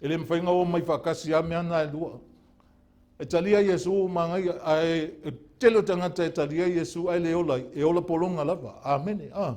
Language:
Samoan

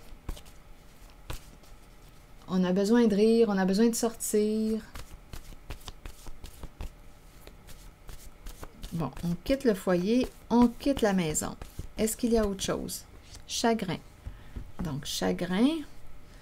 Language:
French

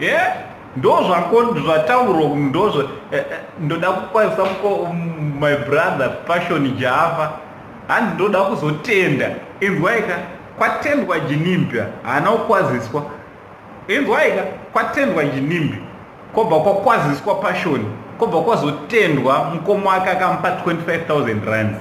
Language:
Shona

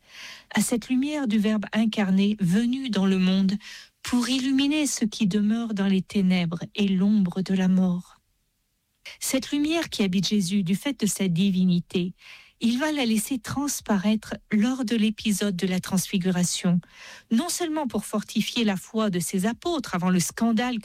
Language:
French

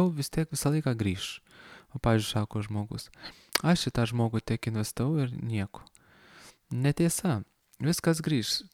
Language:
Lithuanian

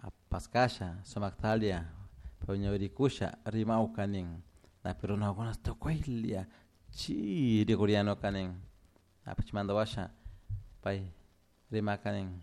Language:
Chimborazo Highland Quichua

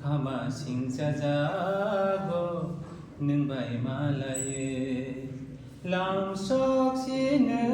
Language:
Kok Borok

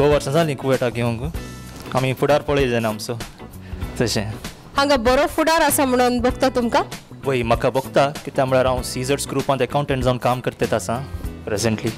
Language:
Konkani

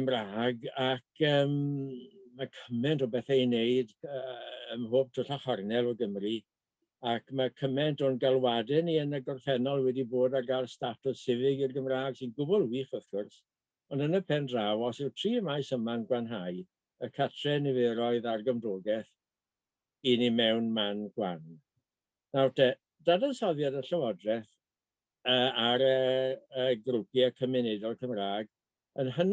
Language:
Welsh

